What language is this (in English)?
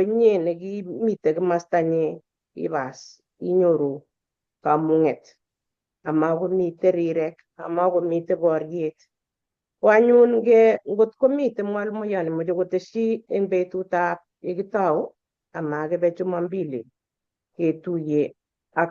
Kalenjin